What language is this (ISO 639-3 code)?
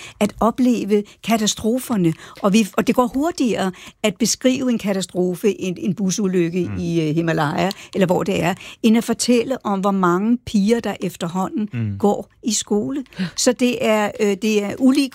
dan